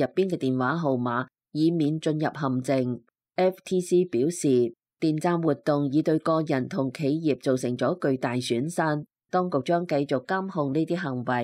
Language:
Cantonese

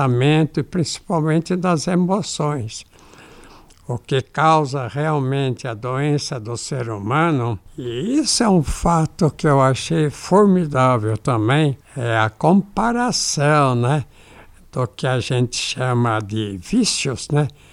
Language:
Portuguese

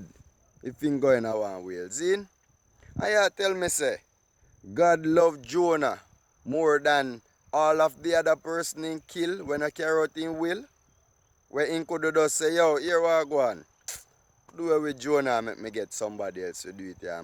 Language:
Jamaican Creole English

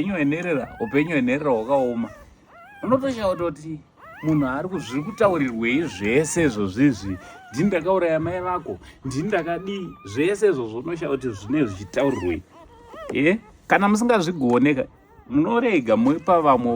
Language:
Shona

